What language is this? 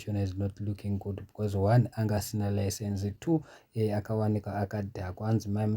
Shona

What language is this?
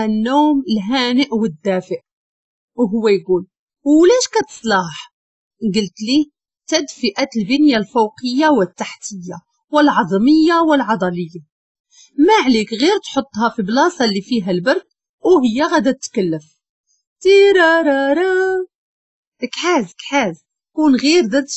Moroccan Arabic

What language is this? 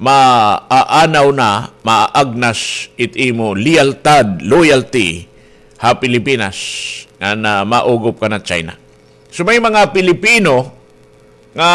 Waray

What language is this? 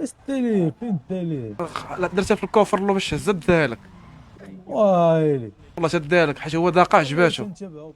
Moroccan Arabic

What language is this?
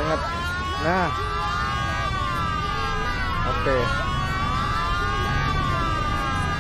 Indonesian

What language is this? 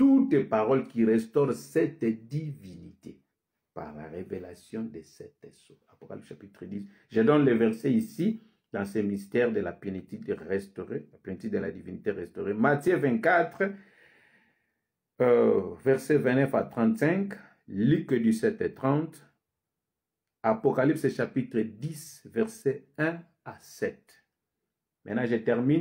French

